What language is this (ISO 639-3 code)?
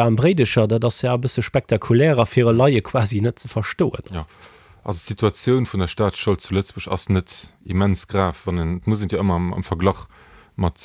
ltz